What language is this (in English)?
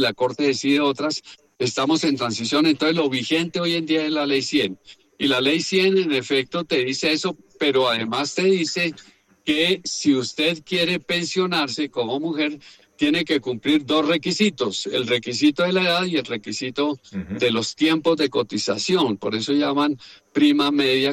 Spanish